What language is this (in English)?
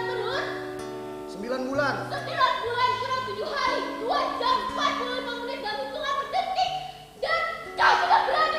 Banjar